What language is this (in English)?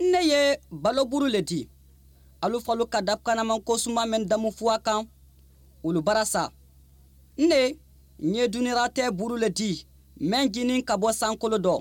Mandingo